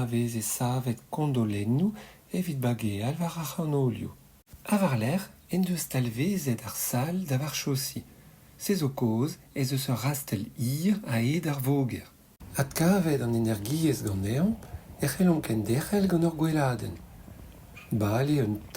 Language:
Breton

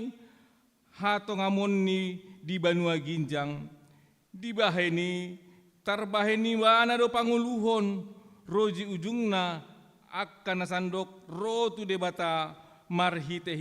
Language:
Batak Toba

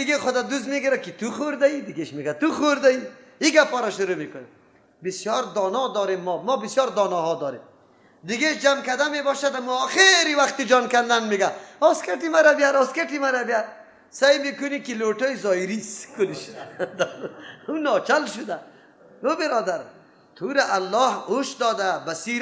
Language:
Persian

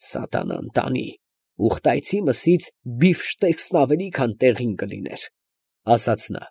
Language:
Armenian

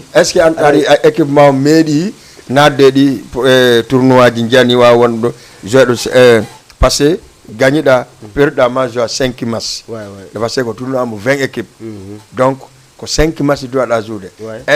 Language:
Fula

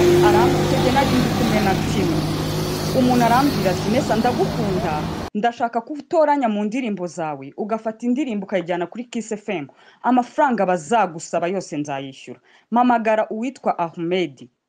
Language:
Kinyarwanda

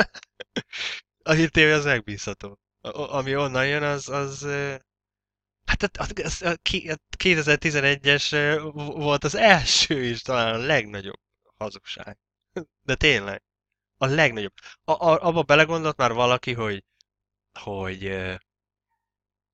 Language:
Hungarian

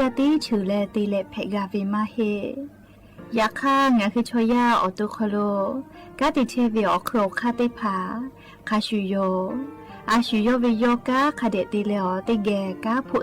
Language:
Lahu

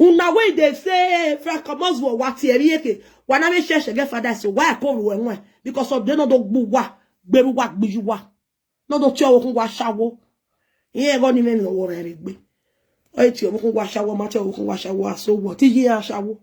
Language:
Nigerian Pidgin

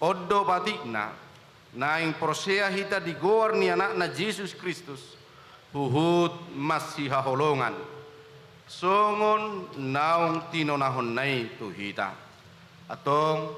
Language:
Batak Toba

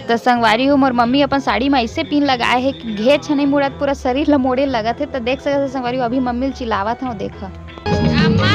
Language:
Chhattisgarhi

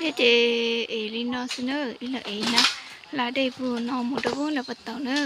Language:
Hmong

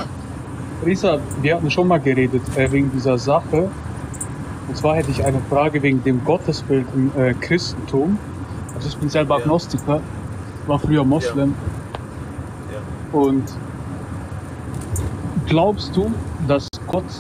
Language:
German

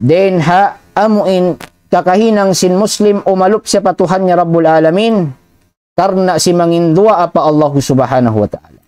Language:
Tausug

